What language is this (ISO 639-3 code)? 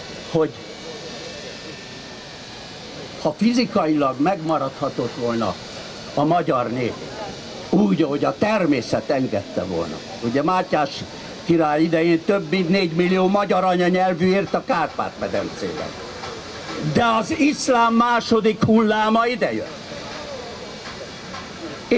hun